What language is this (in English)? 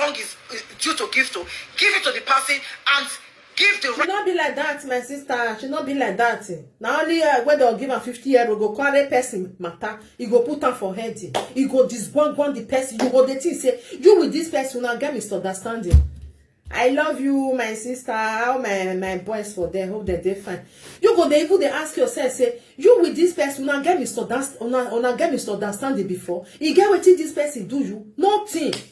Nigerian Pidgin